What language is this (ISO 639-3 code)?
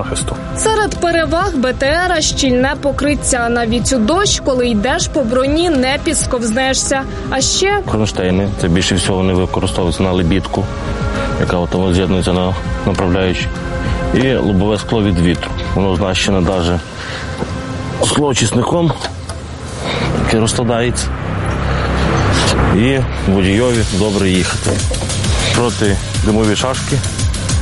ukr